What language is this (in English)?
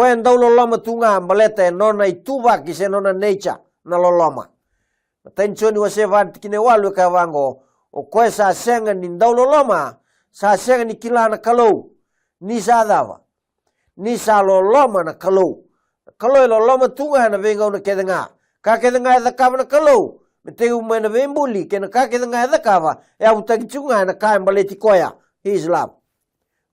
Fijian